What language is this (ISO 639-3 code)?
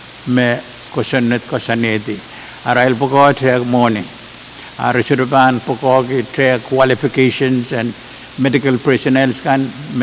pon